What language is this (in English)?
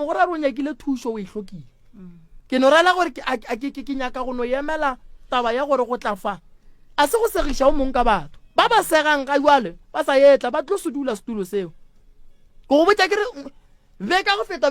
Northern Sotho